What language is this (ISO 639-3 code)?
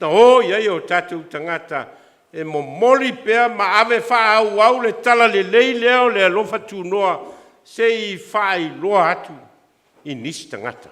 smo